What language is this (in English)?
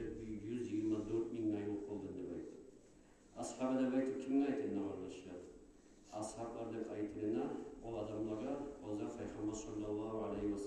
Kumyk